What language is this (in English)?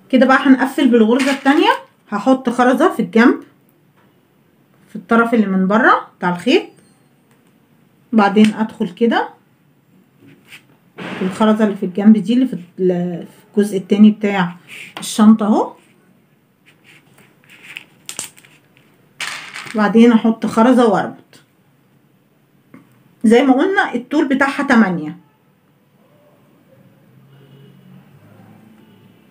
Egyptian Arabic